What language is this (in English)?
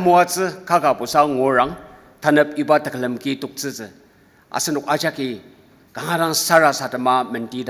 Ao Naga